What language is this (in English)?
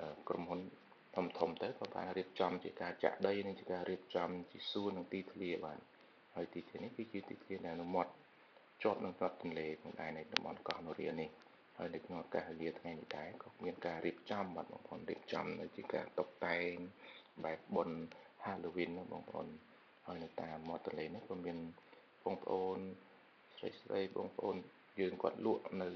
Khmer